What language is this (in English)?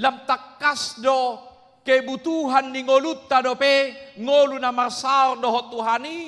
Batak Toba